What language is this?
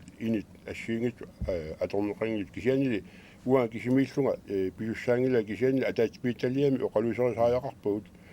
Kalaallisut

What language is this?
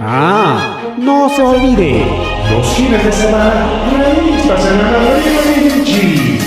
Ayacucho Quechua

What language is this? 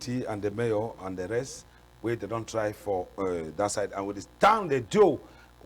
Cameroon Pidgin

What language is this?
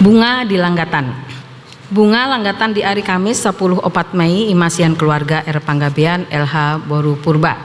Batak Toba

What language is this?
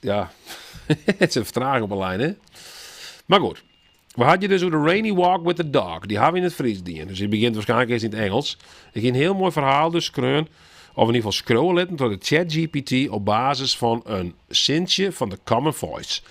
Western Frisian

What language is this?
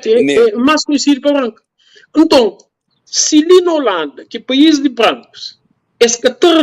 Kabuverdianu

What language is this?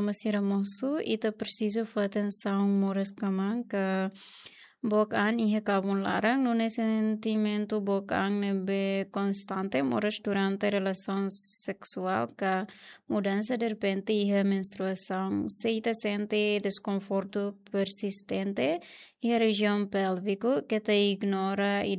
Tetum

